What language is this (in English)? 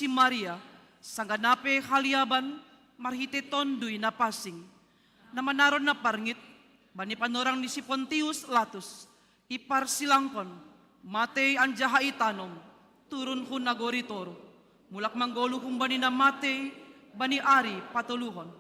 Batak Simalungun